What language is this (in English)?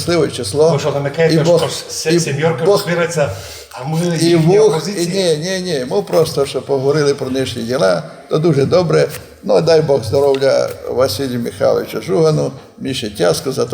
Rusyn